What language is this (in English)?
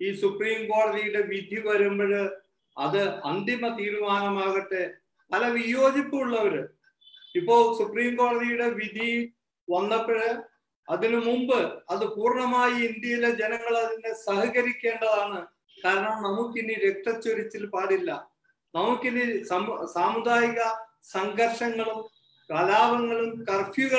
Malayalam